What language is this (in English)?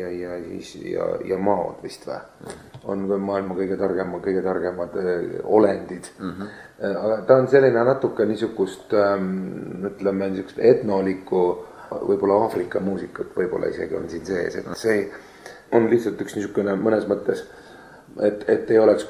Estonian